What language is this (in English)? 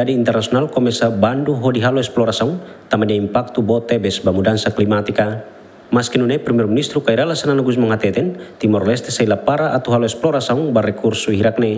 Tetum